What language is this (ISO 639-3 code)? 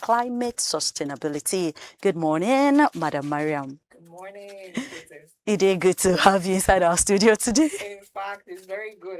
pcm